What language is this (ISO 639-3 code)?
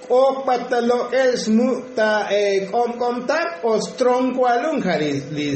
tzo